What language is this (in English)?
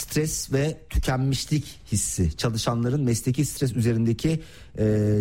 Turkish